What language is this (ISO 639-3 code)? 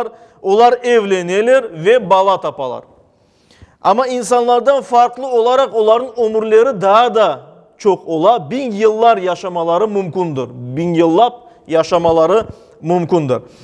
crh